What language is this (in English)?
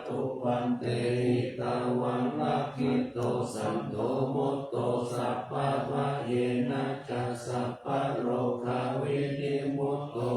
Pali